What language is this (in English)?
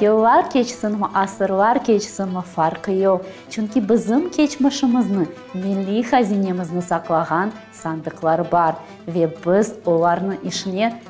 Crimean Tatar